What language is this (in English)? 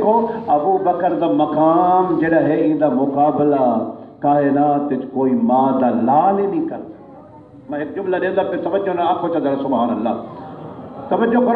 Saraiki